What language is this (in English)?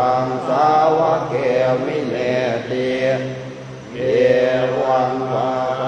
Pali